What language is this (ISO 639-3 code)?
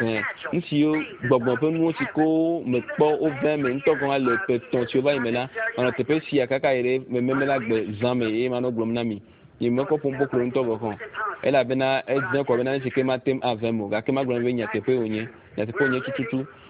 ewe